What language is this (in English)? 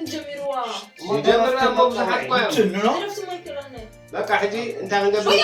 Tigrinya